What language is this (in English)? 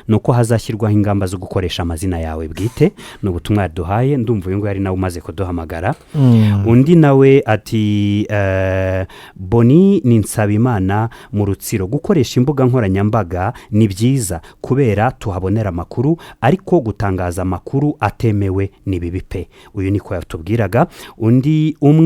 Kinyarwanda